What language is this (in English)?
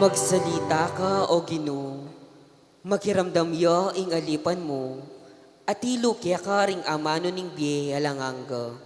Pampanga